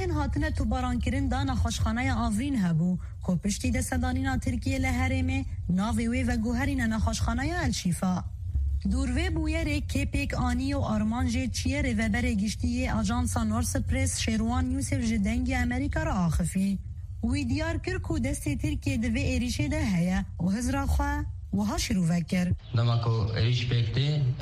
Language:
Kurdish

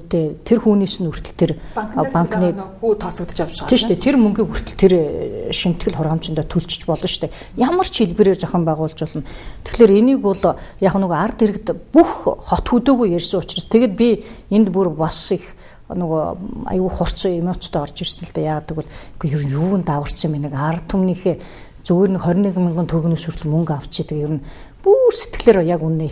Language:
Mongolian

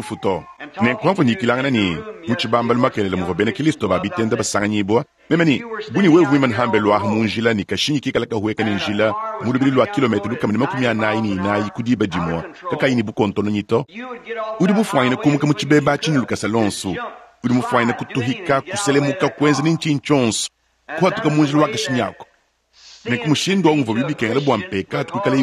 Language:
Luba-Lulua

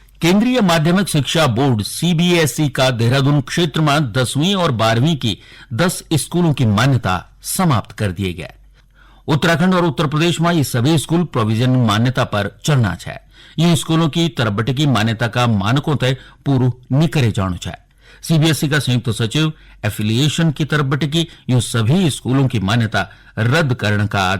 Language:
Garhwali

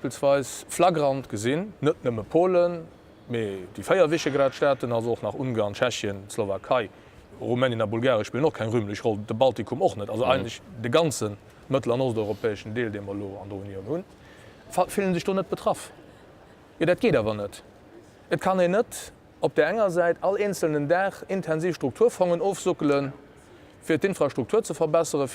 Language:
Luxembourgish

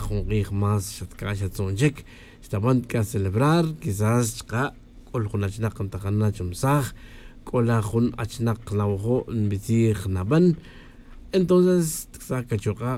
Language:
Tz'utujil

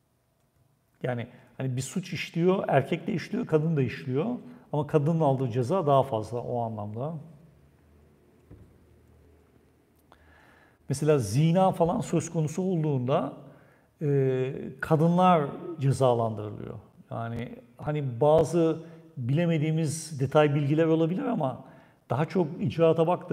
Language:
Turkish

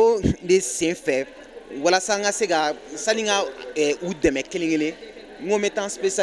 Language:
Bambara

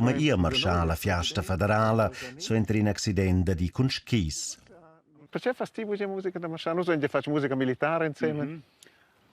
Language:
Romansh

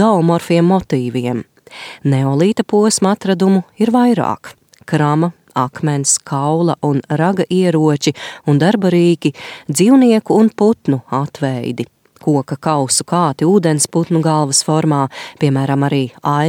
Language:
Latvian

